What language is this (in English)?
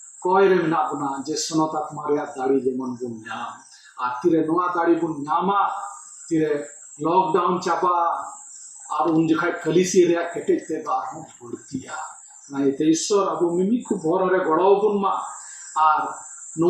Santali